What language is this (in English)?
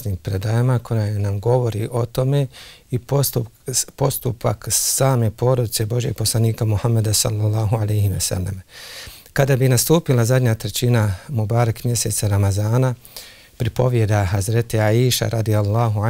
Bosnian